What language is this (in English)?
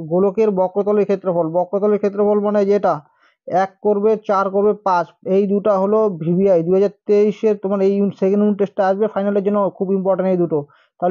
Bangla